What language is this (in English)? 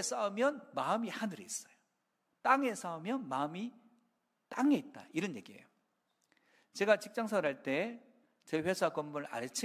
Korean